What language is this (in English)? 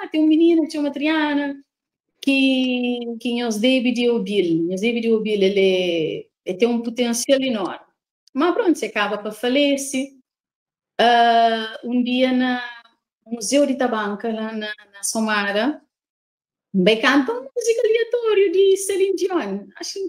Kabuverdianu